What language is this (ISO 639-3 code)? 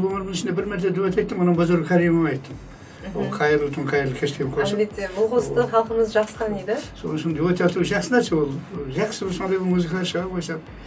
kaa